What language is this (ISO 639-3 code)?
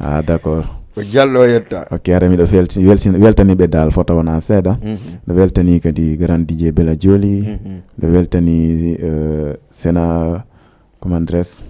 ful